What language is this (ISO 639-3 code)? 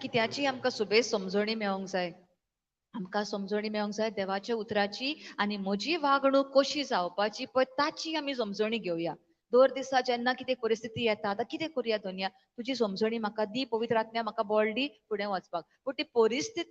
kok